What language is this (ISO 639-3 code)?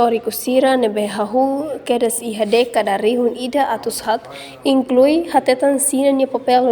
tet